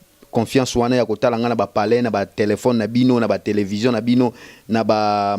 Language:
Lingala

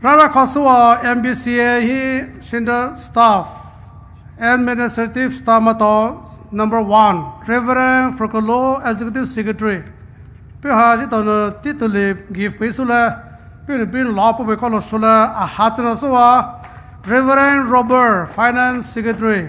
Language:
Poumei Naga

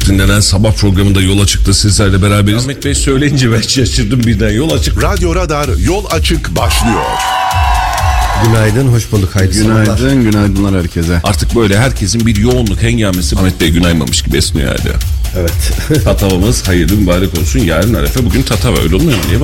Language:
Turkish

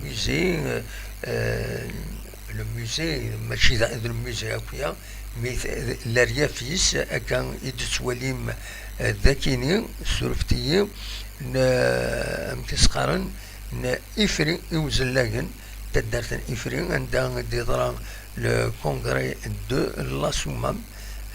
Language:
Kabyle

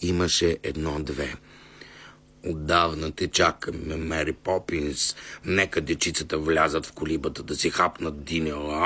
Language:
Bulgarian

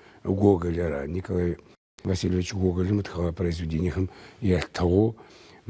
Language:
Adyghe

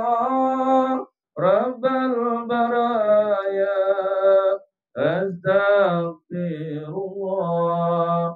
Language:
Indonesian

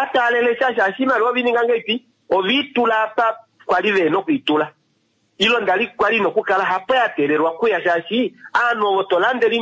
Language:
Kuanyama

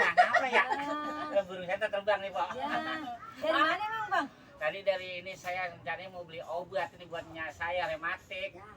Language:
Betawi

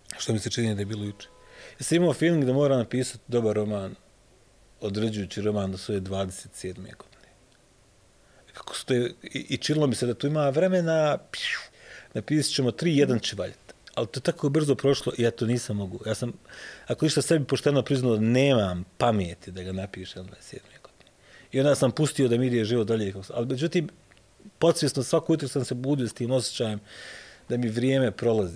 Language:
Bosnian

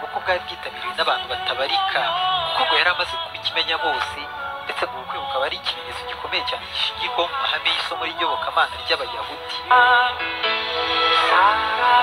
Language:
Kinyarwanda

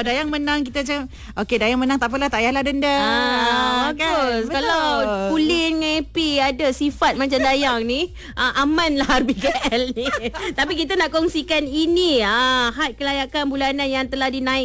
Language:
Malay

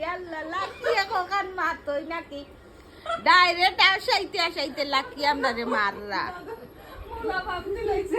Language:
Sylheti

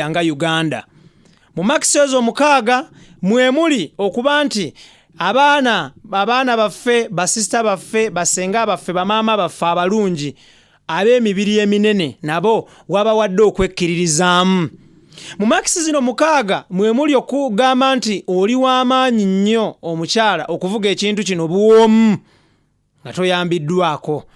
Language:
Ganda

